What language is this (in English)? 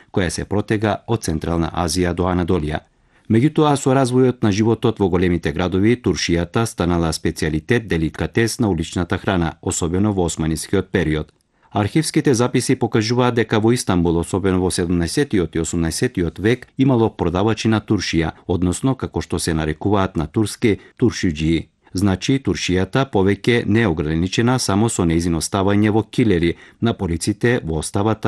Macedonian